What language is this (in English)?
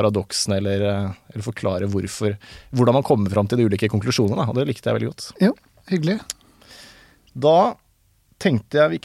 Norwegian